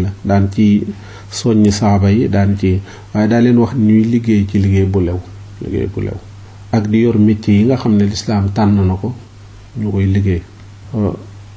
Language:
Wolof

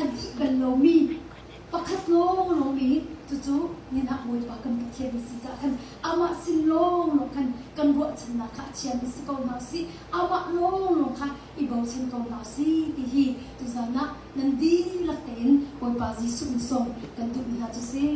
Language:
Hakha Chin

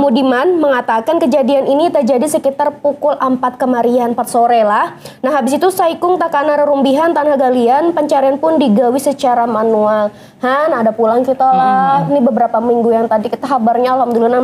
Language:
Banjar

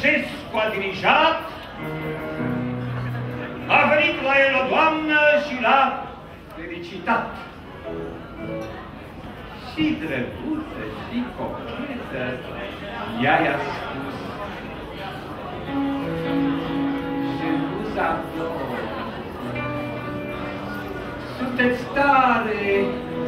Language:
Romanian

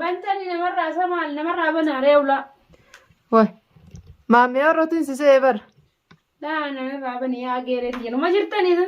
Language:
Oromo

